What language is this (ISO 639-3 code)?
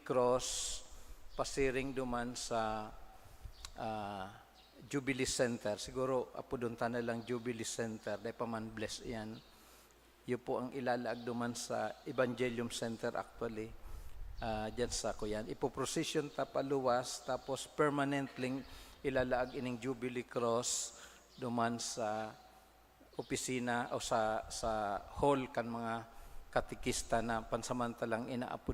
bik